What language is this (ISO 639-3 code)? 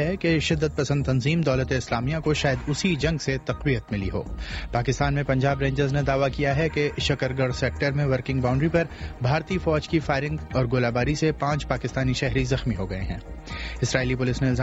urd